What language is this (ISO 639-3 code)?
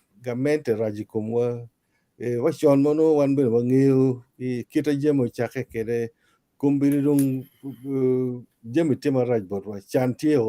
ach